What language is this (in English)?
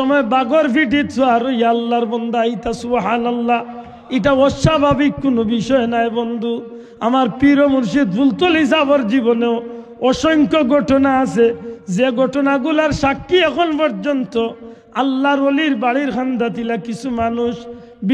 Sylheti